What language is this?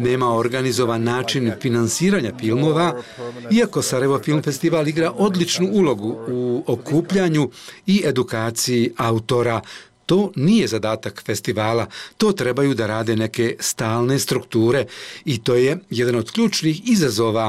Bosnian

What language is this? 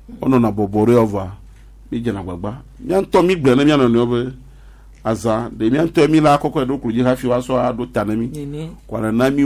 Gen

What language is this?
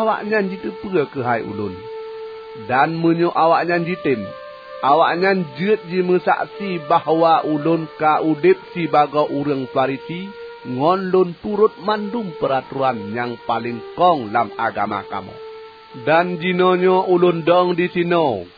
Achinese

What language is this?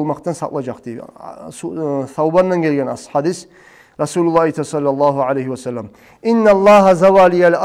Kumyk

